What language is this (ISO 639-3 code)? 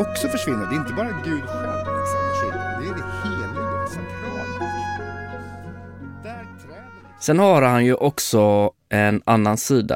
swe